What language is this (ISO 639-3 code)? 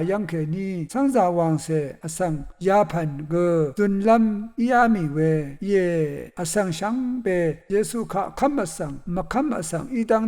raw